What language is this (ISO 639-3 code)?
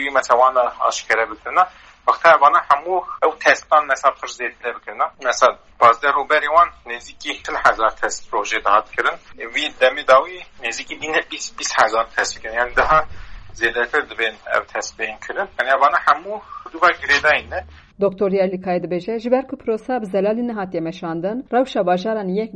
kur